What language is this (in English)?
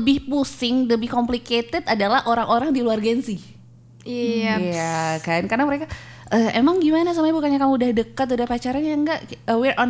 Indonesian